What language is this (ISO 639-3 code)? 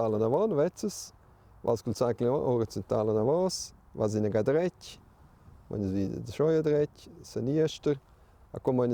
roh